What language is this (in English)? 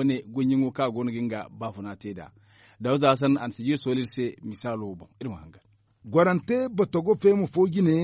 Zarma